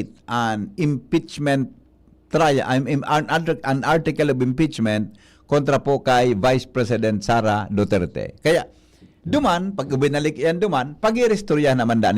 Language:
Bikol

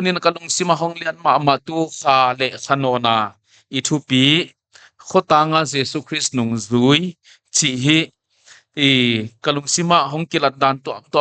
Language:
Paite Chin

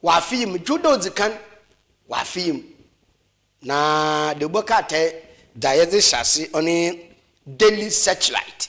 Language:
Akan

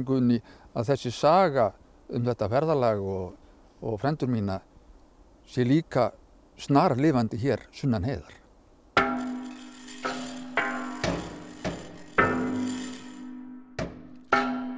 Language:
Icelandic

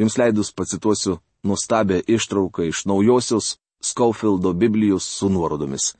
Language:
Lithuanian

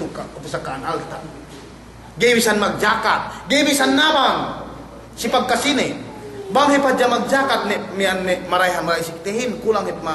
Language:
Yakan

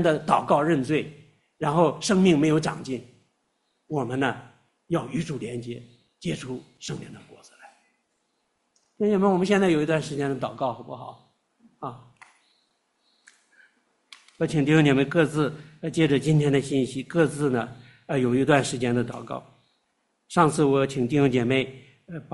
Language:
Chinese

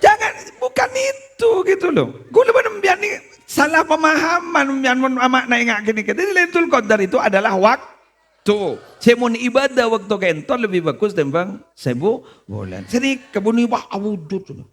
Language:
Madurese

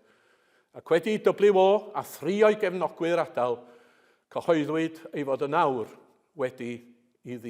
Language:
Welsh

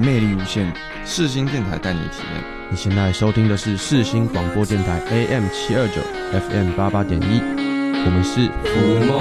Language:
Chinese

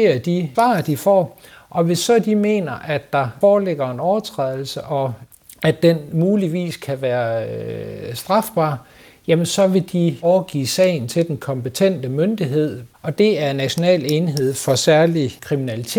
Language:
Danish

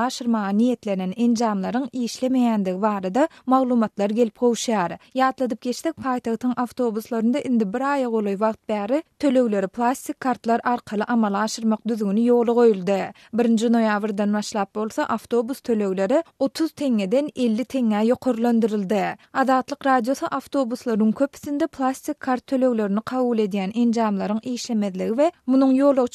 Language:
Turkmen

